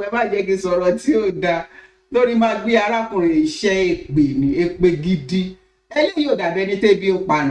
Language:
Yoruba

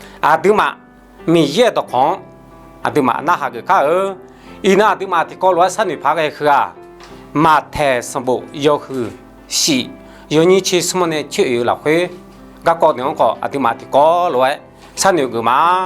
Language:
Akha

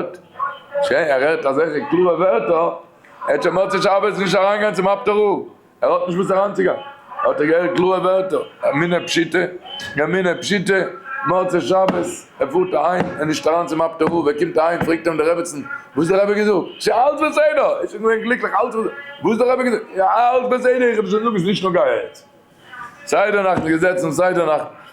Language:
Yiddish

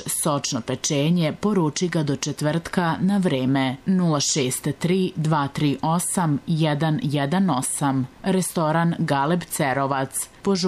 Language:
Serbian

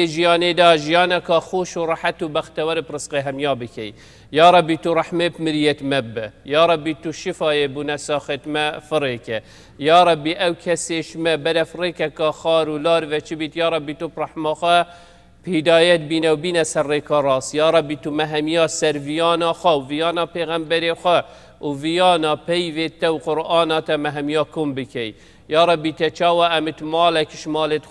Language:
Kurdish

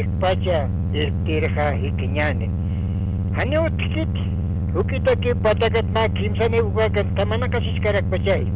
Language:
Aymara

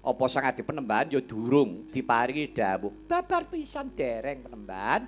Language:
Javanese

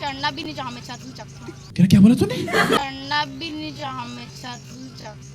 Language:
Chhattisgarhi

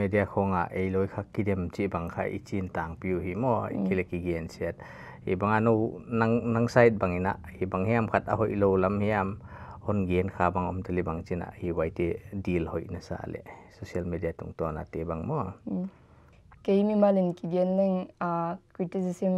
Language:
Paite Chin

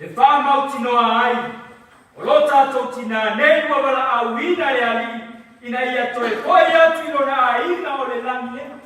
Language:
Samoan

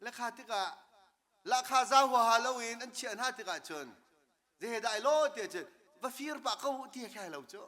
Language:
Hakha Chin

